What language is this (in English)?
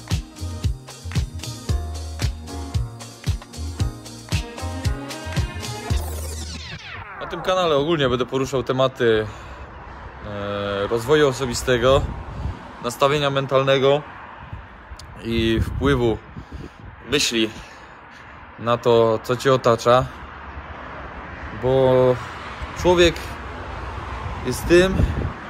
Polish